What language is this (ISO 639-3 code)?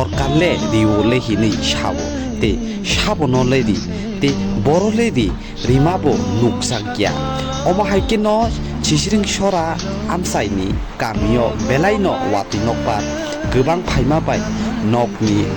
trp